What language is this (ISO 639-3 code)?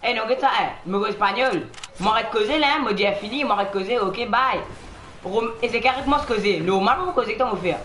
mfe